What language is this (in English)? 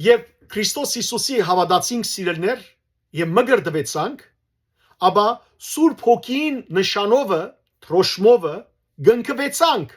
Western Armenian